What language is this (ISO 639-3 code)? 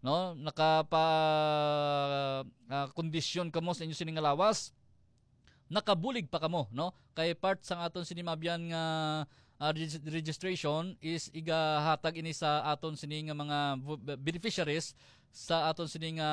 hil